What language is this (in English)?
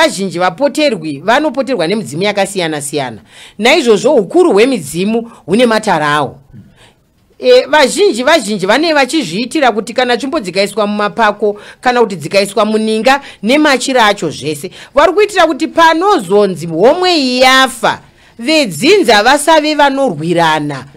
Shona